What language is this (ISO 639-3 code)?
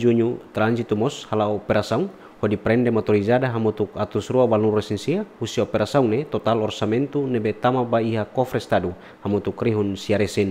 tet